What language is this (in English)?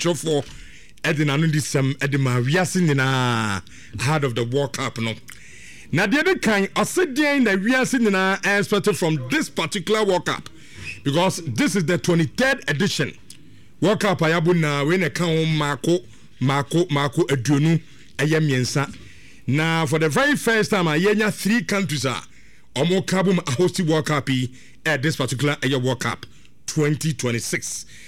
Akan